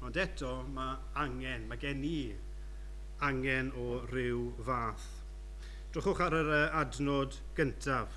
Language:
Welsh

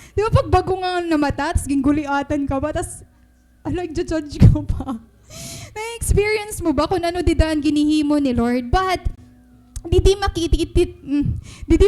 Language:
Waray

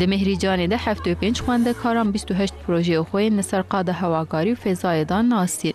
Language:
Kurdish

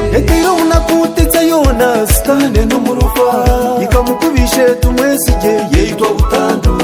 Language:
Nyankole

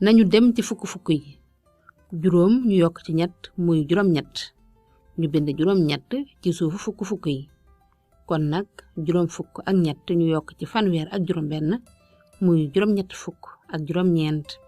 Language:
Wolof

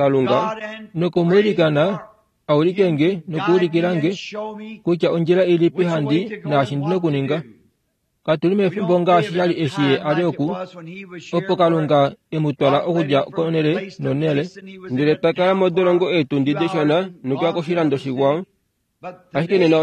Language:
Kuanyama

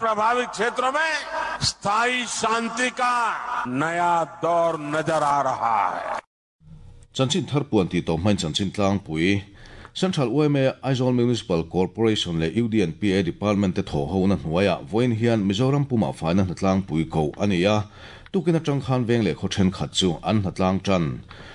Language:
Mizo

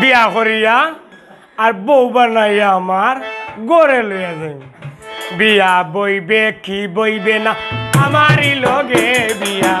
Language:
Sylheti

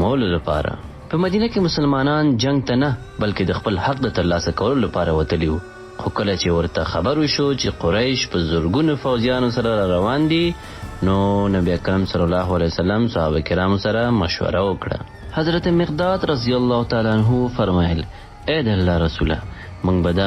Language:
Pashto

